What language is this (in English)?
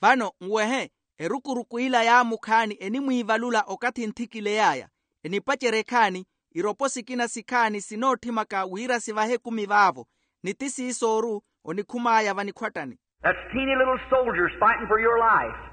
Makhuwa